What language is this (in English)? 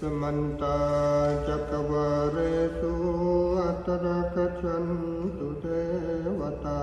Pali